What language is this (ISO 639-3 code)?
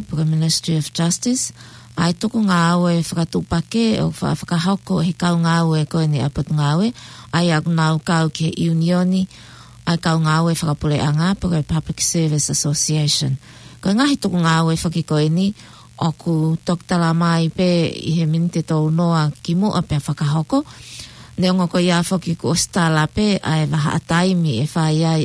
ton